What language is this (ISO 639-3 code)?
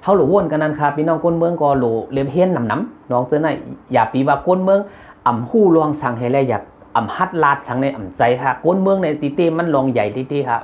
shn